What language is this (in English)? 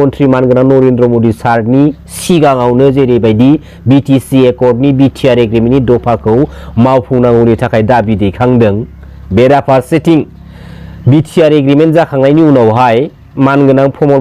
Bodo